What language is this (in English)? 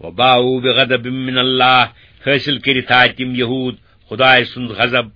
Kashmiri